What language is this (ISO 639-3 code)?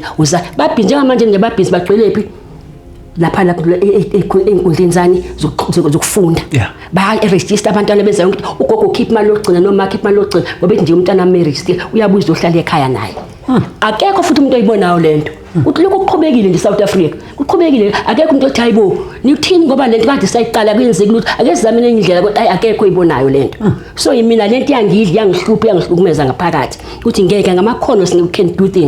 zul